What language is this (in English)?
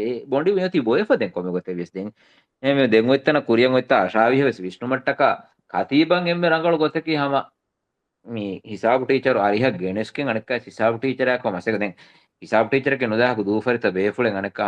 Divehi